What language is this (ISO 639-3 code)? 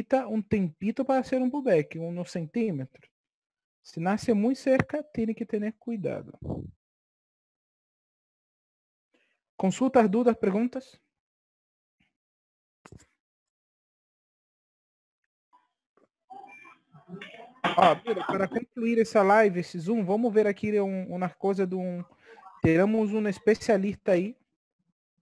por